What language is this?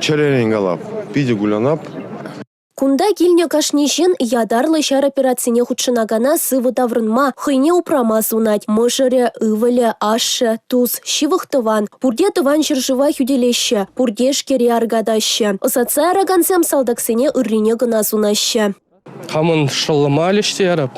Chuvash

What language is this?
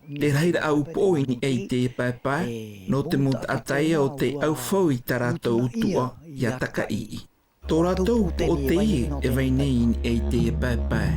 Tahitian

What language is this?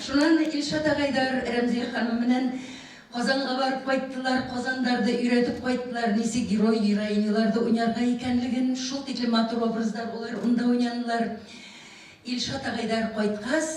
Bashkir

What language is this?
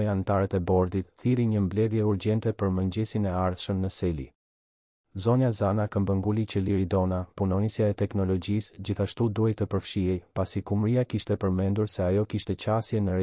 Albanian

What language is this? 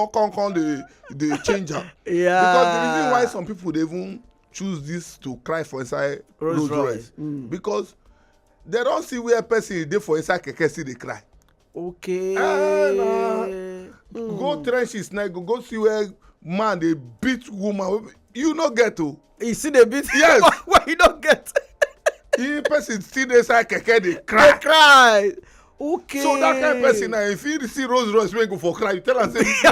Nigerian Pidgin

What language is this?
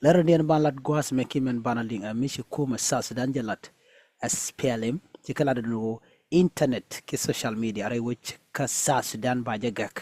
Nuer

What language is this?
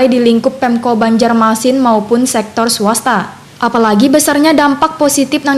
Banjar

